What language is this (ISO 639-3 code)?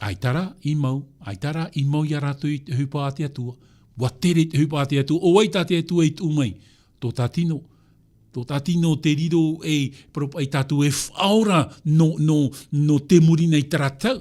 tah